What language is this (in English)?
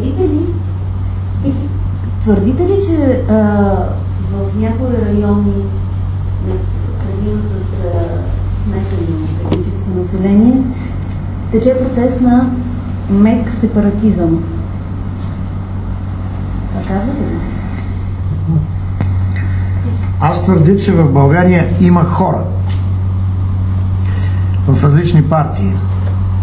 Bulgarian